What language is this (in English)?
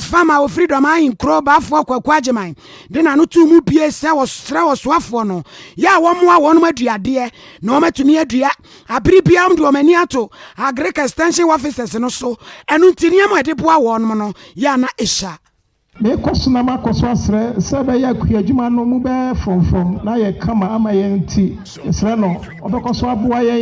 Akan